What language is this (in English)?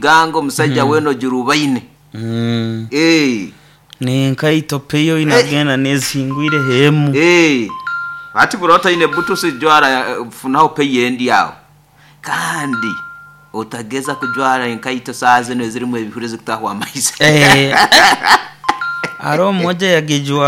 Nyoro